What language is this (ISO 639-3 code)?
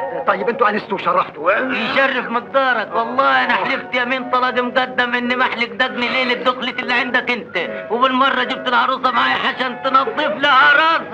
arz